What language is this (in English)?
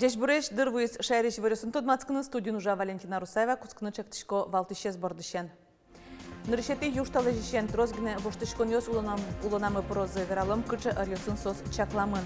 Udmurt